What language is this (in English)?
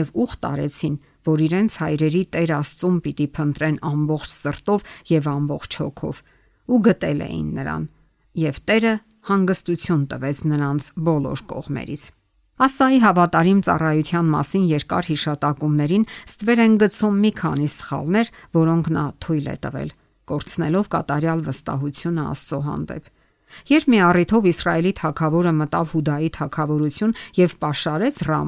Armenian